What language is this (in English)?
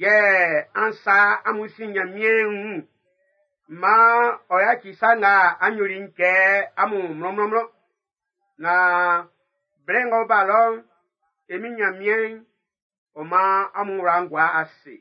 Baoulé